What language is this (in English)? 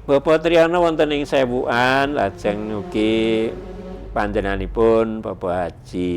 Javanese